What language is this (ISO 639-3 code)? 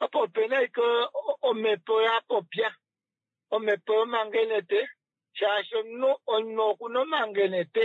kua